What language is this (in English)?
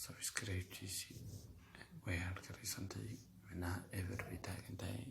Somali